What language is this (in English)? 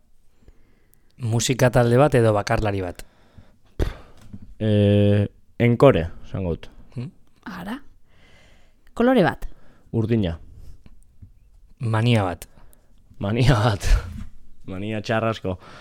Basque